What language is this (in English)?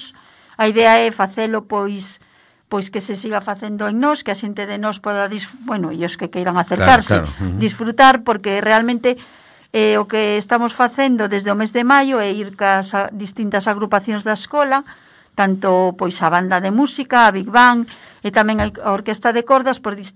Galician